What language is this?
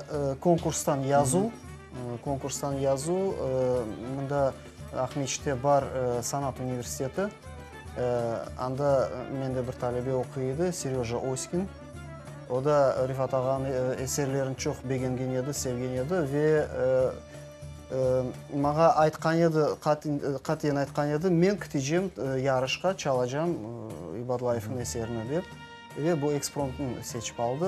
Crimean Tatar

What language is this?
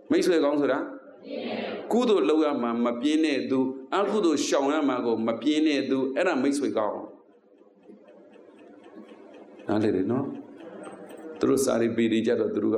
Burmese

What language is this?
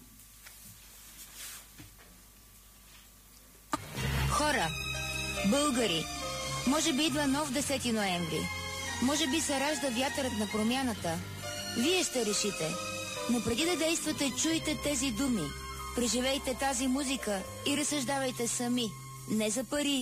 Bulgarian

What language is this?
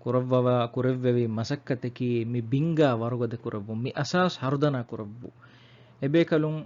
Divehi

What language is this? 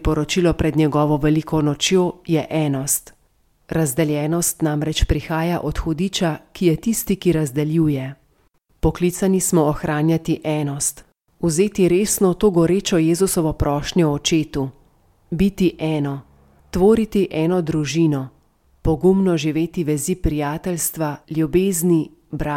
Slovenian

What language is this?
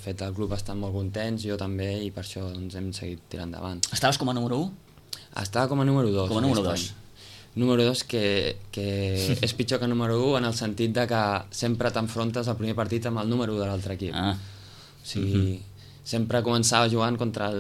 Catalan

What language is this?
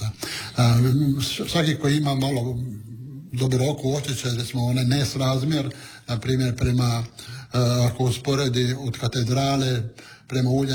Croatian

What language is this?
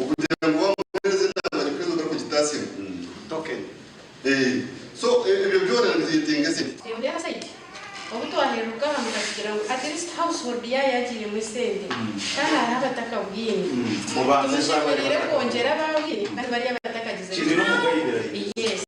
Nyankole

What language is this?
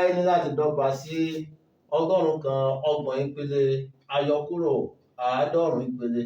Yoruba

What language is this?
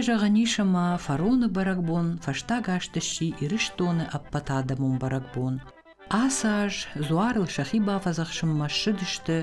Ossetic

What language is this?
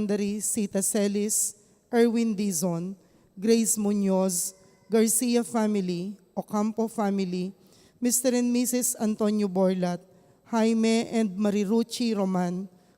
Pampanga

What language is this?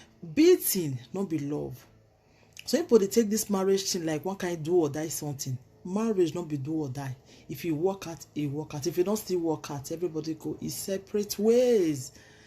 Nigerian Pidgin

